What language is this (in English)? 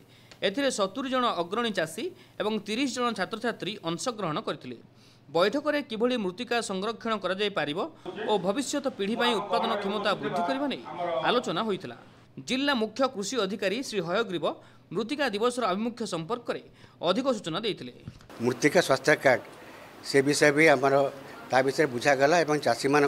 Odia